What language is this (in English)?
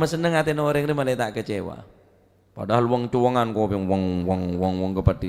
Madurese